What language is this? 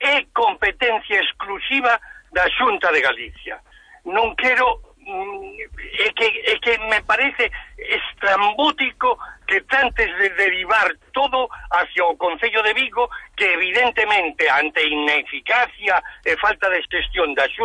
Galician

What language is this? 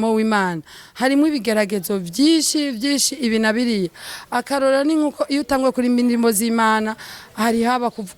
Rundi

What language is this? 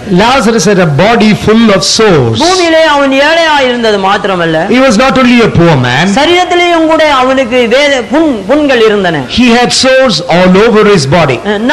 Tamil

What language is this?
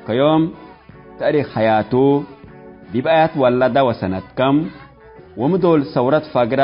Tigre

